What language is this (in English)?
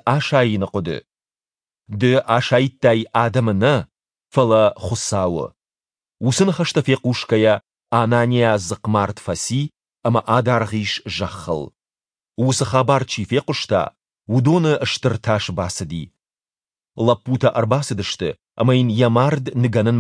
Ossetic